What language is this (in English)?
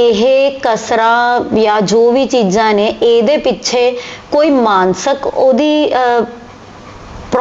Punjabi